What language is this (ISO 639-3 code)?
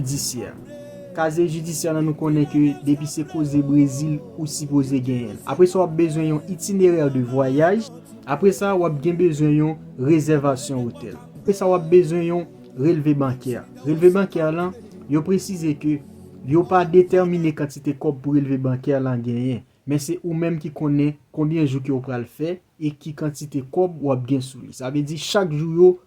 hat